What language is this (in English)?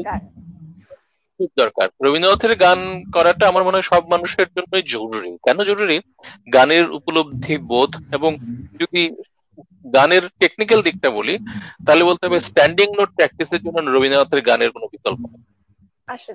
Bangla